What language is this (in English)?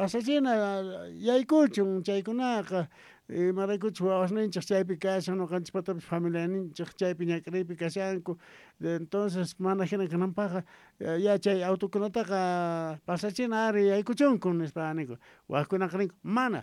South Bolivian Quechua